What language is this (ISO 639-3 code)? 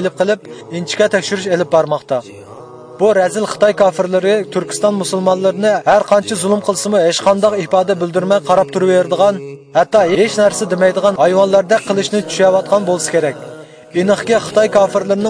uig